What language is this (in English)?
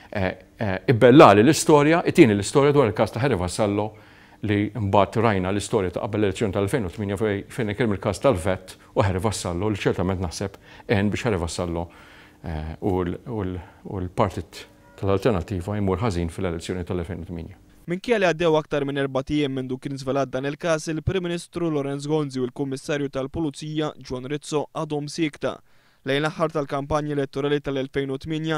Maltese